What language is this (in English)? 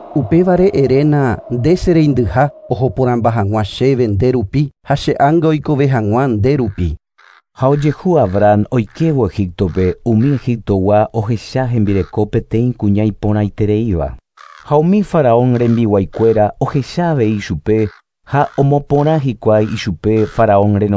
Guarani